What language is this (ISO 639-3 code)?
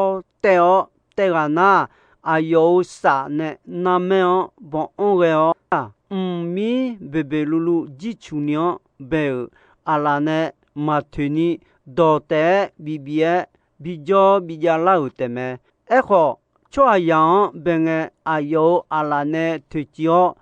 ahk